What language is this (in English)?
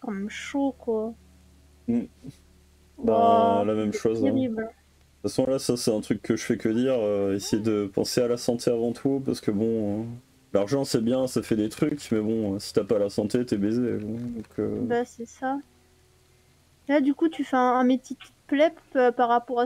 French